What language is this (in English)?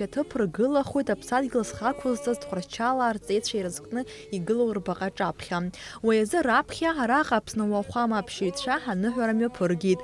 Abkhazian